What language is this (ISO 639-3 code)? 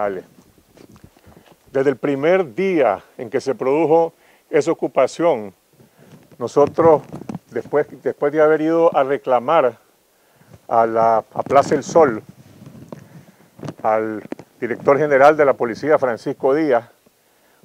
spa